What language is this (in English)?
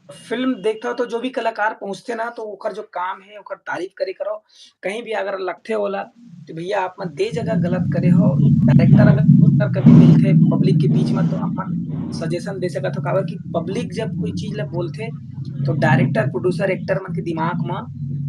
Chhattisgarhi